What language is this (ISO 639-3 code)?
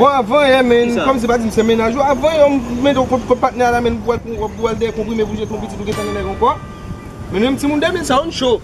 hat